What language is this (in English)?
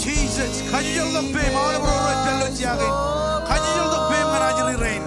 Marshallese